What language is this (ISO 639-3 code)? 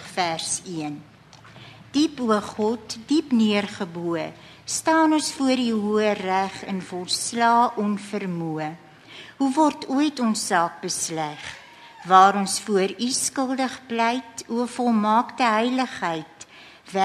afr